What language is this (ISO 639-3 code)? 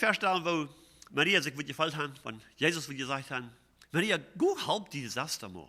pdt